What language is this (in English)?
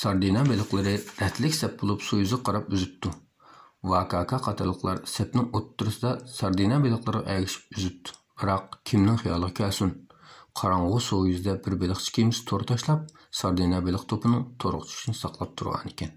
Uyghur